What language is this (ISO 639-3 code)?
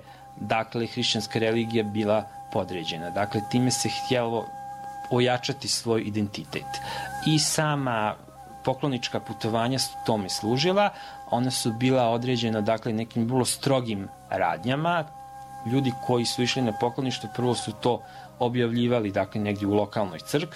srp